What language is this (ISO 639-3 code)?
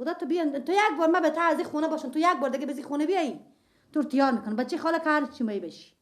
fas